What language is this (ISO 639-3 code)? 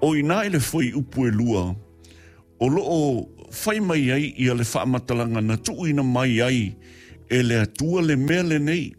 smo